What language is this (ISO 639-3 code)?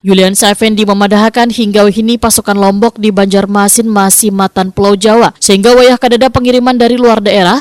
bjn